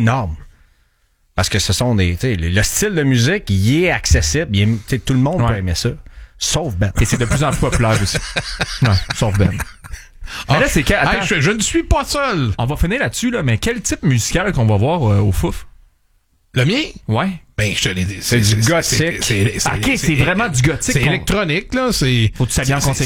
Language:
French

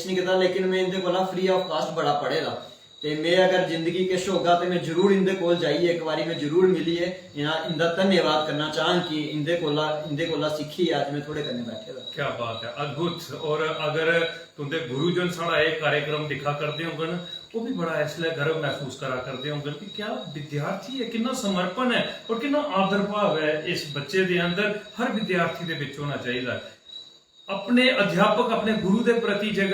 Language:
Dogri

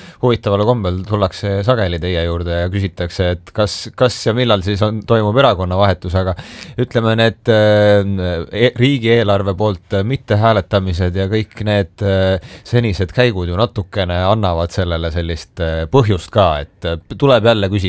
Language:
Estonian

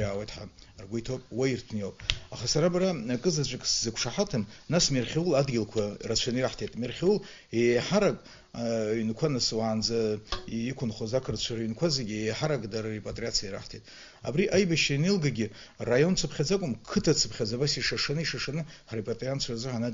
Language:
Abkhazian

